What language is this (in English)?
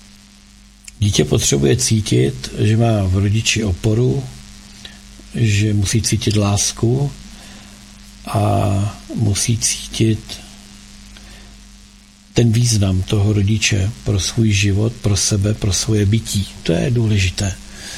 Czech